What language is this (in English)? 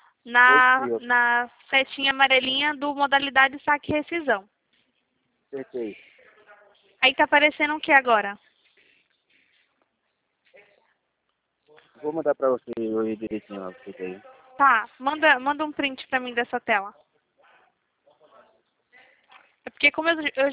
Portuguese